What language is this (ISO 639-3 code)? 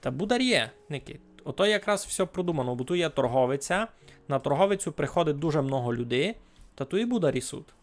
rue